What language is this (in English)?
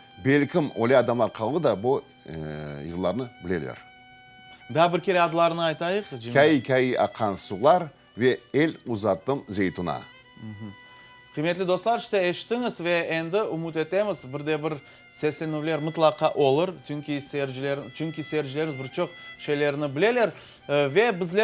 Crimean Tatar